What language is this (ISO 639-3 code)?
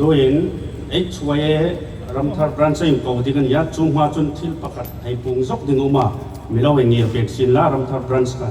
hmr